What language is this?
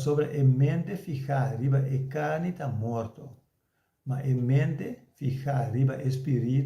Papiamento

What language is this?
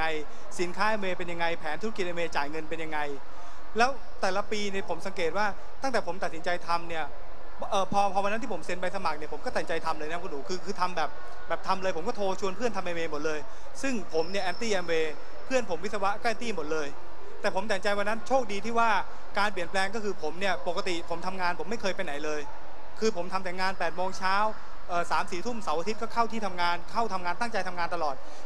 Thai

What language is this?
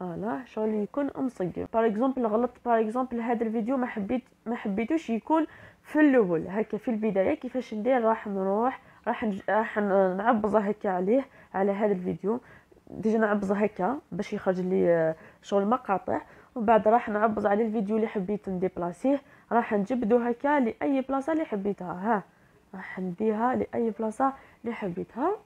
Algerian Arabic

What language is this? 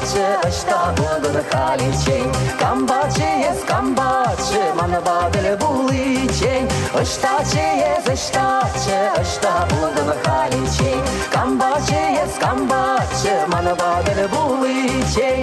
Chuvash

